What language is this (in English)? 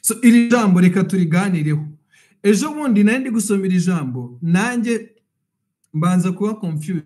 Kinyarwanda